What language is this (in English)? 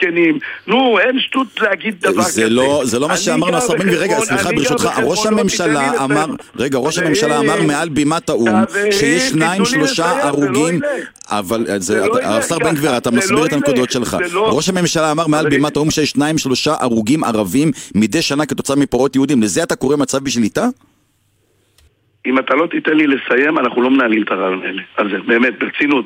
Hebrew